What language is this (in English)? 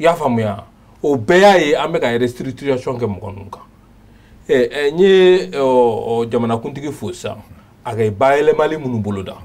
Bambara